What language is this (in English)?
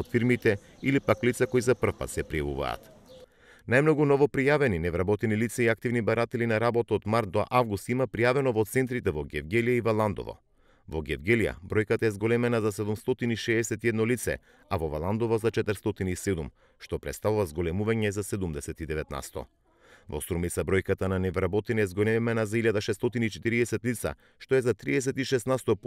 Macedonian